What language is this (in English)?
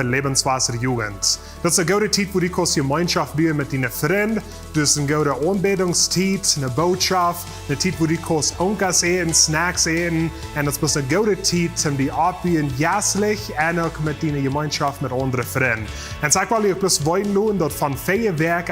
Plautdietsch